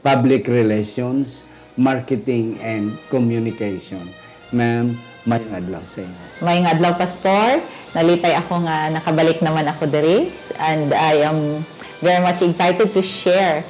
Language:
Hiligaynon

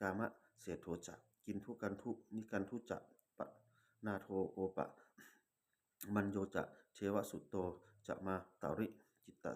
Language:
Pali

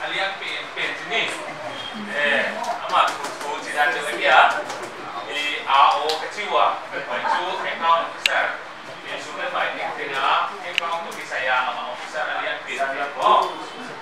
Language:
Paite Chin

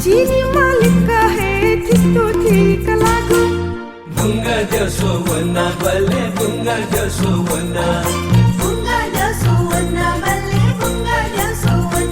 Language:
Newari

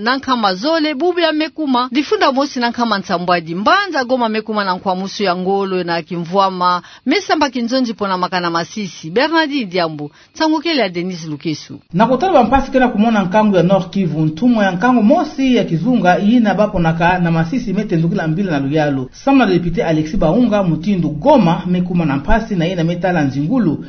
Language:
Kituba (Democratic Republic of Congo)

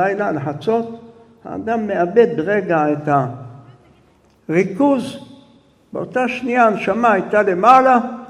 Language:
Hebrew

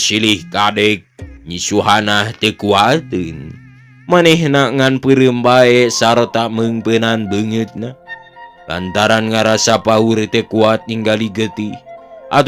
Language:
Sundanese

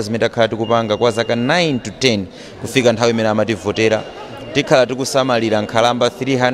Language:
Nyanja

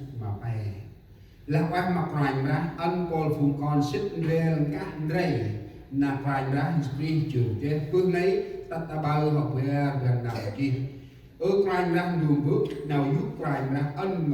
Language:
Central Mnong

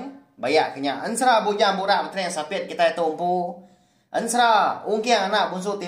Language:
Iban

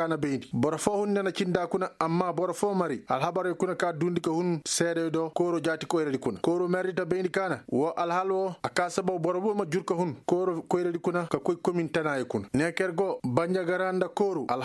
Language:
Koyraboro Senni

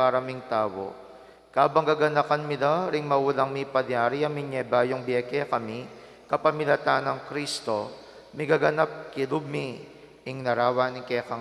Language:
Pampanga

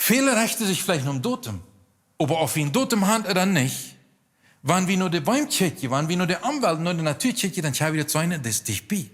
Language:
Plautdietsch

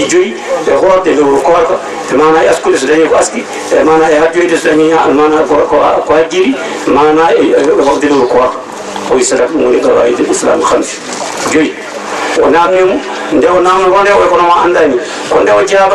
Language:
Fula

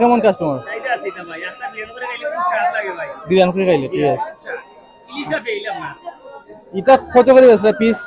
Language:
Sylheti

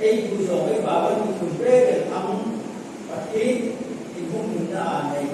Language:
Hmar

